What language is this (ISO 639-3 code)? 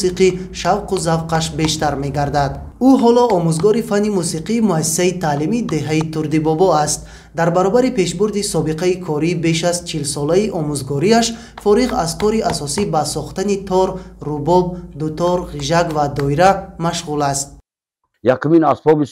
tgk